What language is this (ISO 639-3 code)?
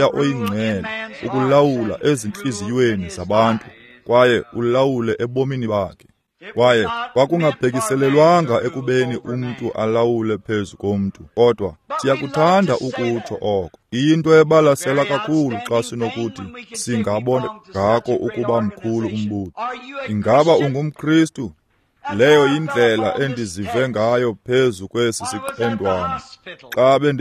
xho